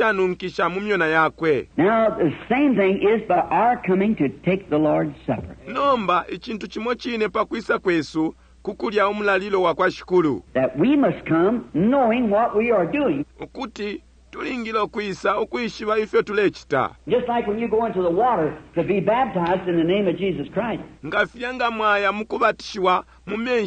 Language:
Bemba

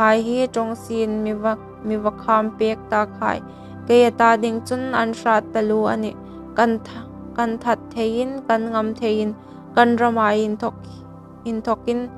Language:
Hmar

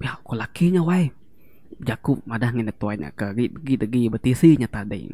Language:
Iban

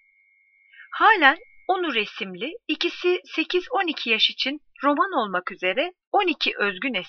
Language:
Turkish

